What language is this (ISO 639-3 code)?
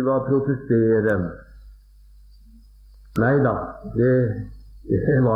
nor